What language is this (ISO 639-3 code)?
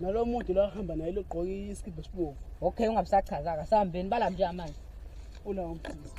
zul